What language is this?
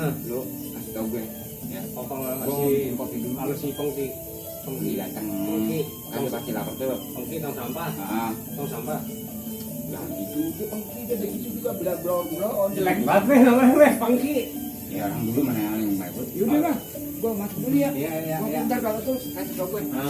Betawi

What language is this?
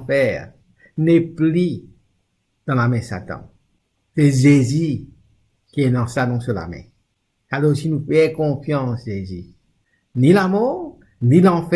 Morisyen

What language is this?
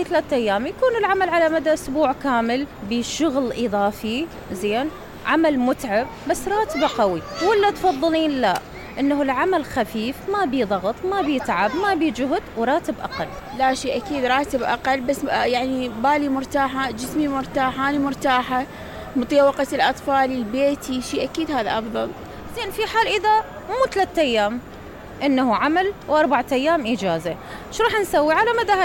Mesopotamian Arabic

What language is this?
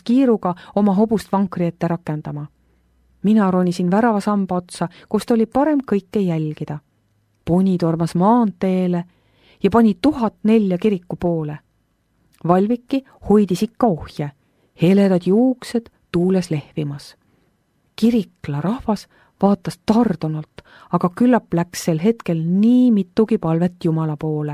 Estonian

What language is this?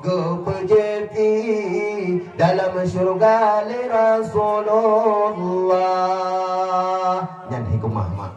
Achinese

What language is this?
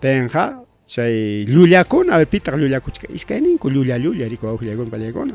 Ayacucho Quechua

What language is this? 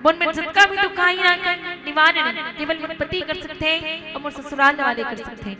Chhattisgarhi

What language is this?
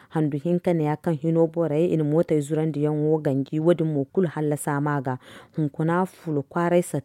Zarma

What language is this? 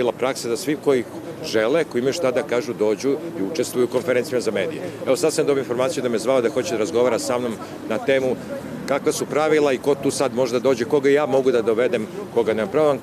Serbian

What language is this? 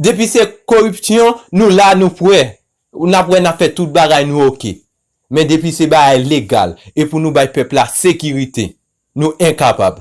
Haitian Creole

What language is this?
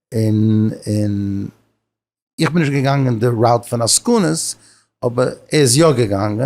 Yiddish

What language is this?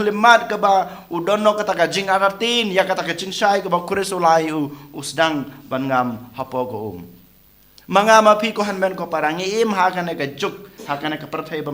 Khasi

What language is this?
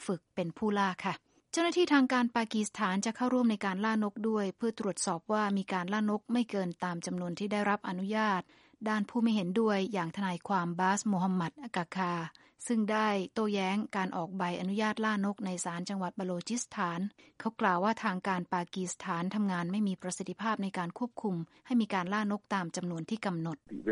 Thai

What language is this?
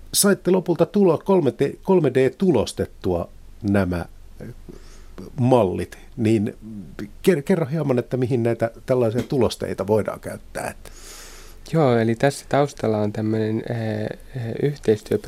Finnish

